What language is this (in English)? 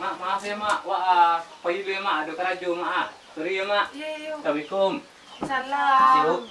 Minangkabau